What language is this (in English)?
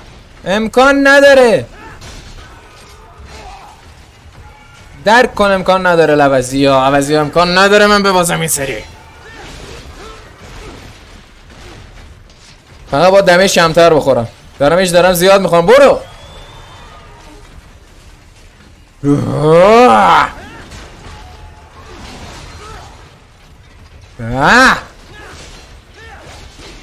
Persian